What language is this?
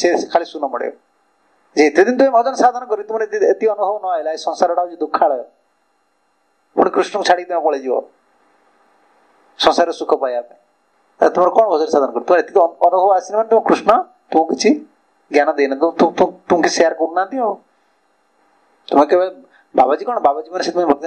Odia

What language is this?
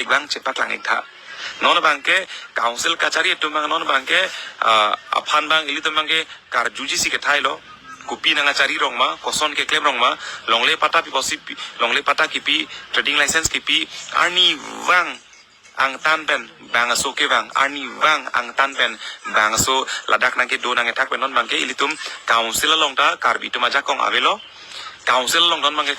Karbi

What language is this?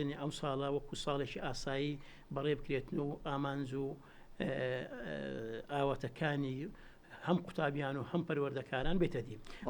Central Kurdish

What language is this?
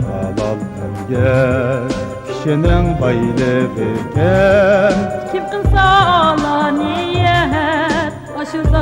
Uyghur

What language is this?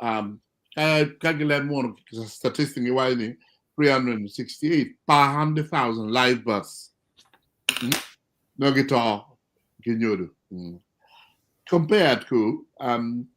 Acoli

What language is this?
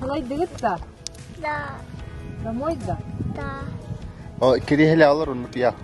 Yakut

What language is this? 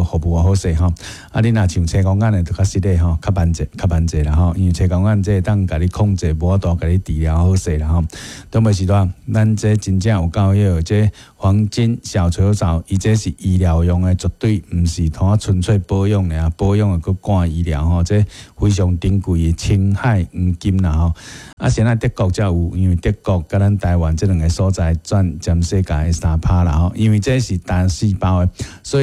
Min Nan Chinese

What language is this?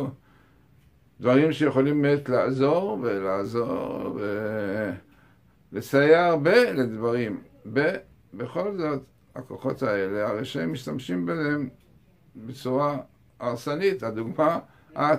Hebrew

